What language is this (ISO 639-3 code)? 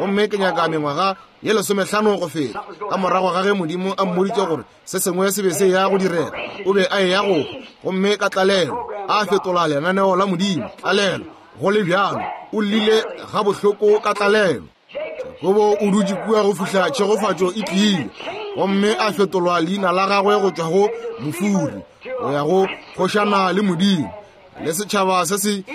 nso